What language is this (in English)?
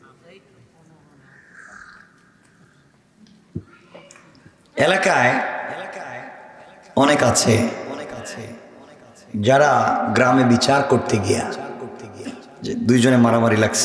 Bangla